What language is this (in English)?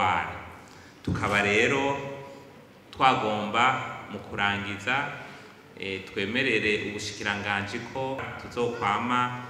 Rundi